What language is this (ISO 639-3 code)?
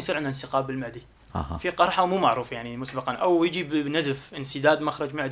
apc